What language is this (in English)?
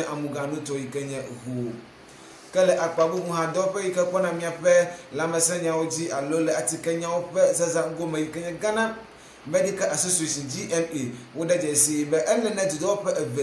Ewe